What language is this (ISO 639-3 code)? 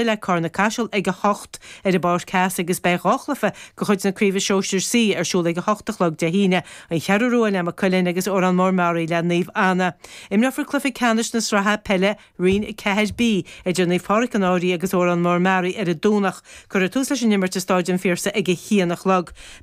gle